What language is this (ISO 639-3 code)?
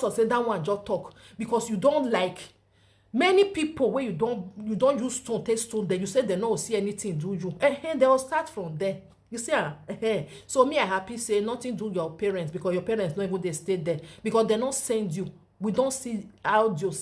pcm